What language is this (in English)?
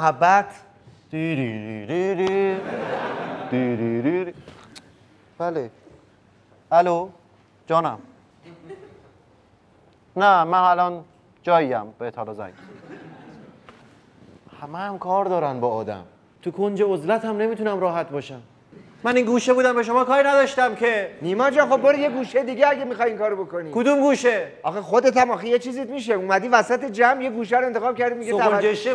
Persian